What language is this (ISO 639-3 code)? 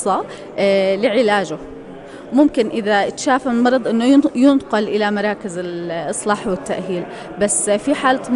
apc